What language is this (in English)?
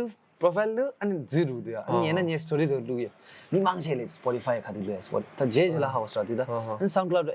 Tibetan